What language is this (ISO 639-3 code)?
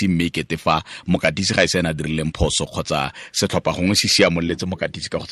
tsn